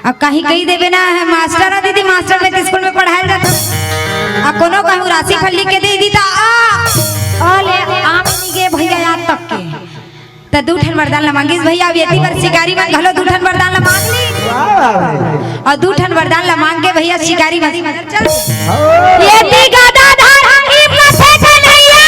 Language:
Chhattisgarhi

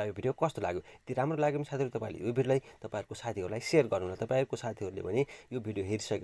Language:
Nepali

